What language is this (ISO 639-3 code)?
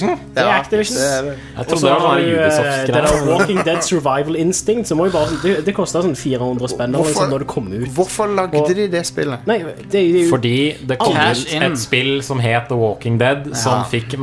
nor